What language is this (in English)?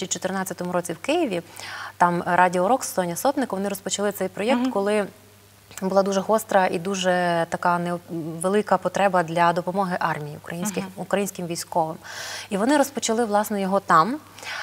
Ukrainian